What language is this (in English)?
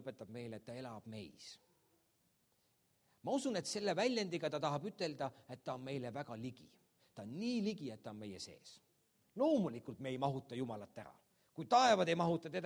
Estonian